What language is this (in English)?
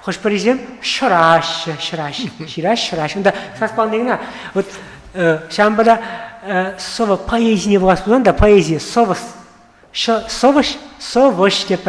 Chuvash